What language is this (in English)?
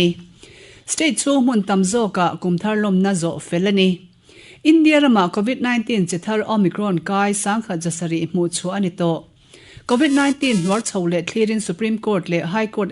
Mizo